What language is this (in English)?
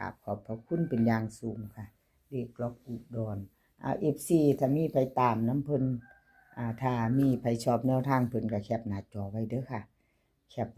Northeastern Thai